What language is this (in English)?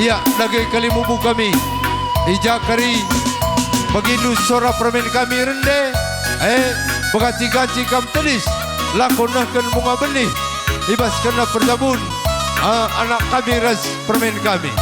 Batak Karo